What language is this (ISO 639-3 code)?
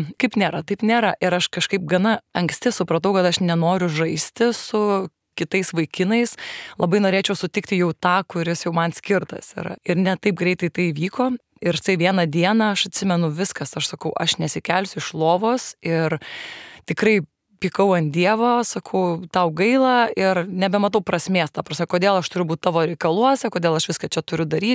lit